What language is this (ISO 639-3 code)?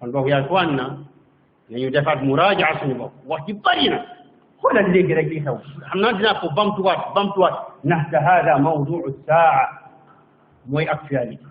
wol